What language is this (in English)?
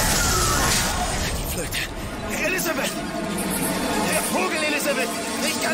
German